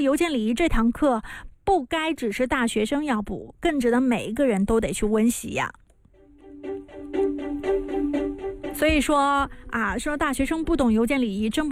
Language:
Chinese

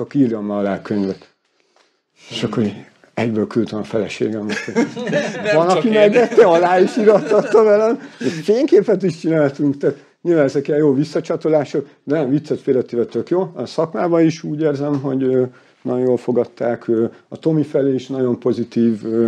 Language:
Hungarian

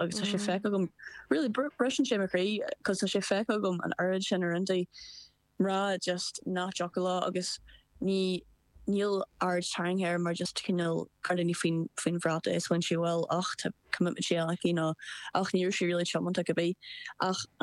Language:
Irish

